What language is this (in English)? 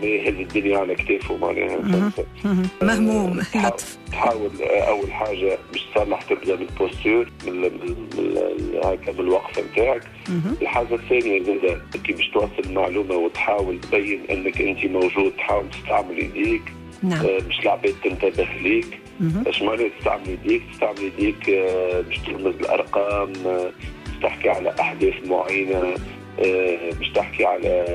Tunisian Arabic